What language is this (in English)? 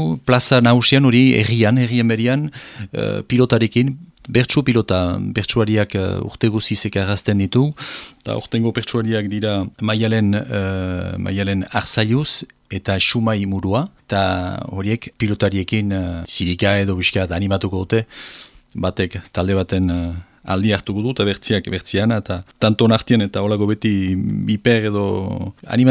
Basque